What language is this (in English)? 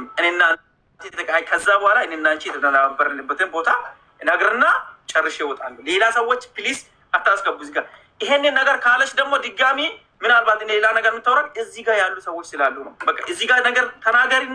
Amharic